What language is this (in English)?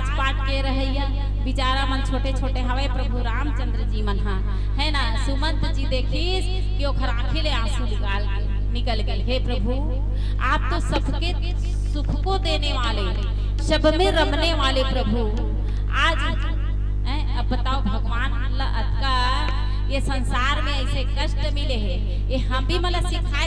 Chhattisgarhi